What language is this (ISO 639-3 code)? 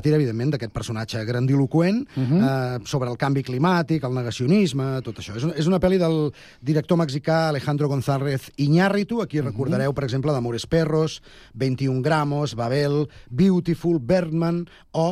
cat